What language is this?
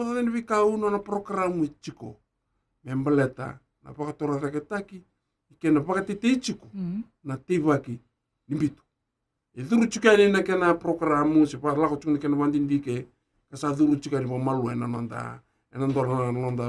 Fijian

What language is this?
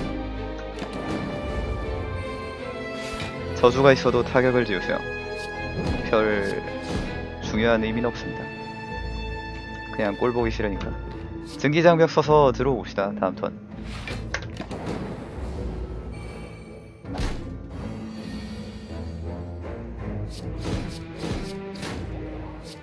Korean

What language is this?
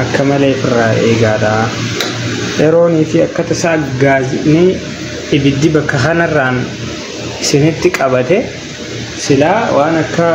Oromo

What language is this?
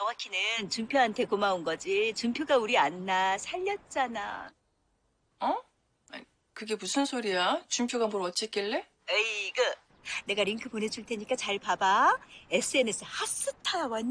Korean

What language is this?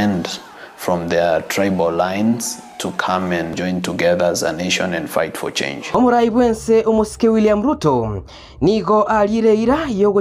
Gusii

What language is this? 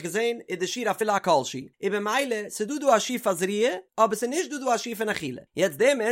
Yiddish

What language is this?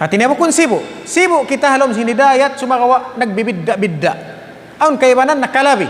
Tausug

